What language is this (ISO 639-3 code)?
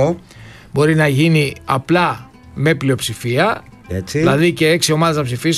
ell